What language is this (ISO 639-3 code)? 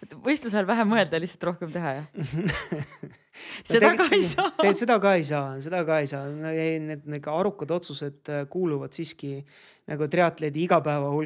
est